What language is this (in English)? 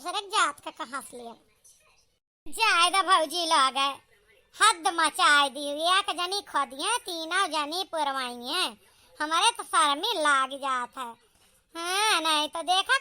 Awadhi